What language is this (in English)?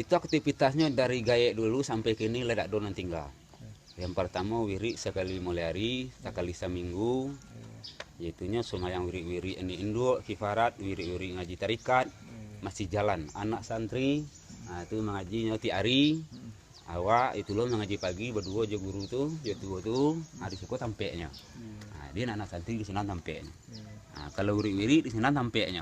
Minangkabau